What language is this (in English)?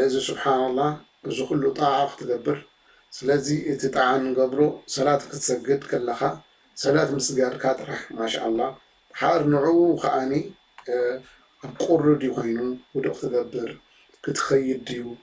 Tigrinya